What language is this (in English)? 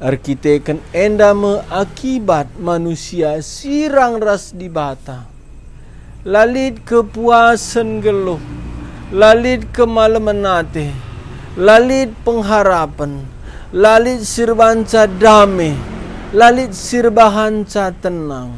Batak Karo